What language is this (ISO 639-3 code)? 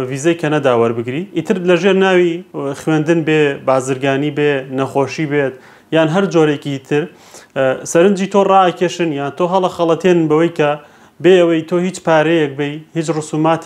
ckb